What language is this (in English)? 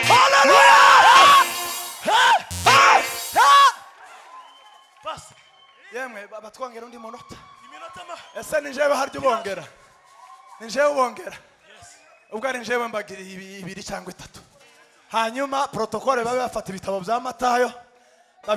Kinyarwanda